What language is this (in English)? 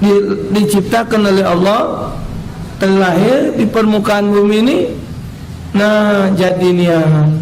Musi